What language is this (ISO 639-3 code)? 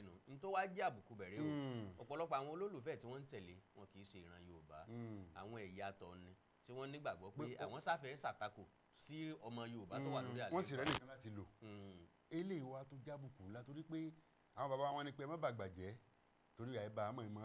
yor